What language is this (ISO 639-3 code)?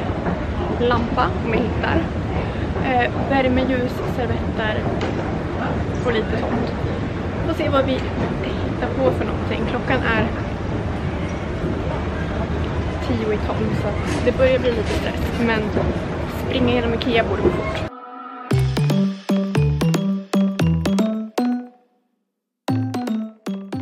swe